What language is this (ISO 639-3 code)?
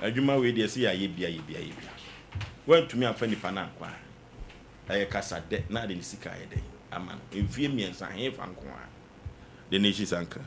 aka